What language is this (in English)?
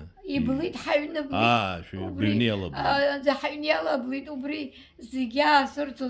Abkhazian